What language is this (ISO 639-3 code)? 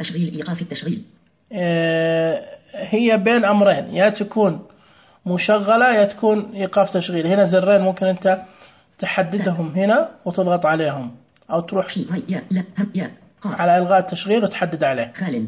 ars